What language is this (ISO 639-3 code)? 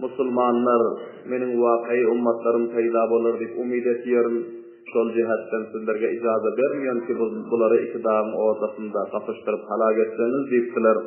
tuk